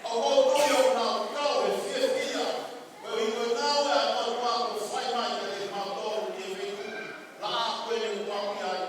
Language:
Tongan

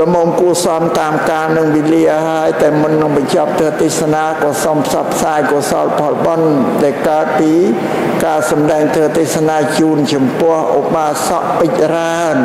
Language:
Khmer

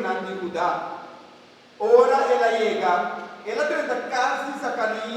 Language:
Papiamento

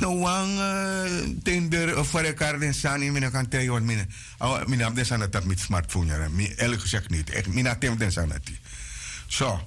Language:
Sranan Tongo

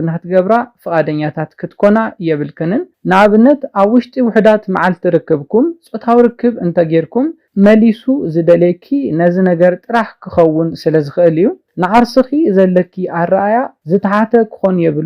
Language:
Tigrinya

